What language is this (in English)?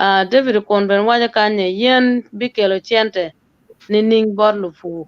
Acoli